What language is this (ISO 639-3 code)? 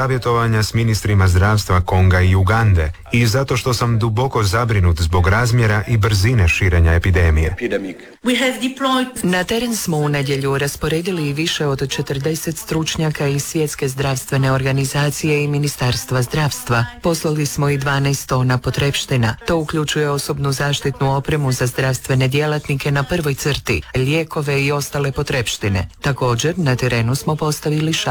hrv